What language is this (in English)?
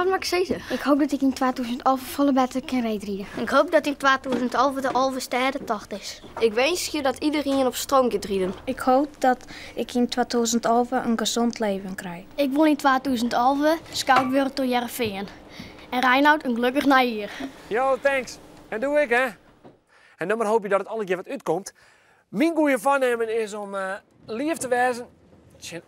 Western Frisian